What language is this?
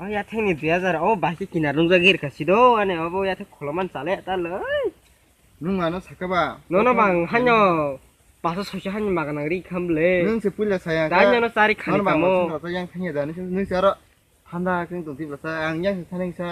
Kok Borok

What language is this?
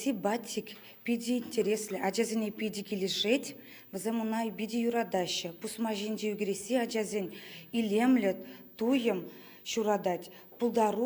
Chuvash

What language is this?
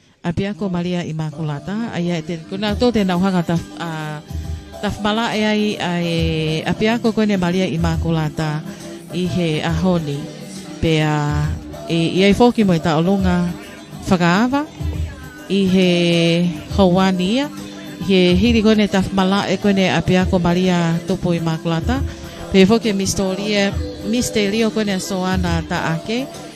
Tongan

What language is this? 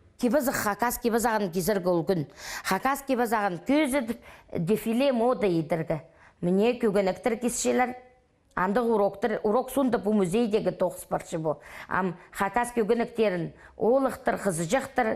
Khakas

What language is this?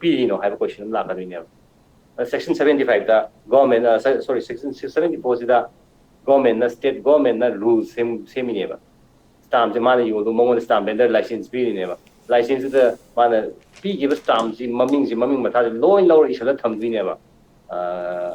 Manipuri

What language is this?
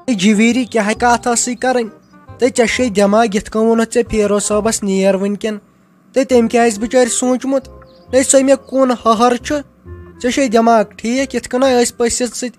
Kashmiri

